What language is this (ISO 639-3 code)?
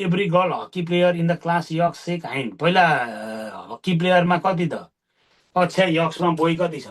nep